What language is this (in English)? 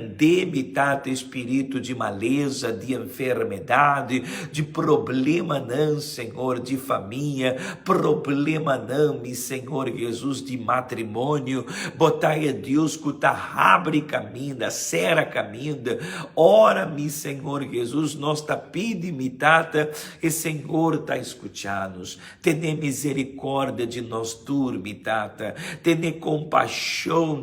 Papiamento